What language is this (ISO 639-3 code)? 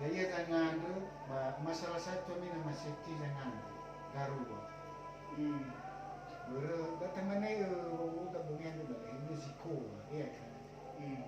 nia